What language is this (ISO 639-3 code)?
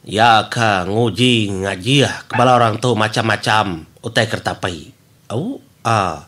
iba